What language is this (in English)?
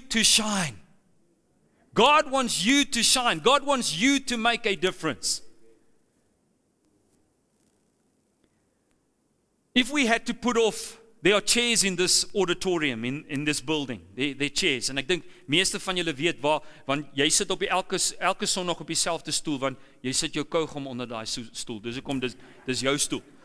Afrikaans